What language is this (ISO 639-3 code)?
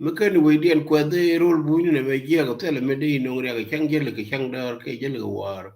nus